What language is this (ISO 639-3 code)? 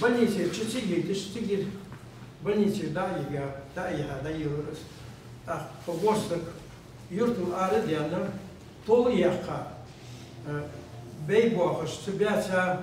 inh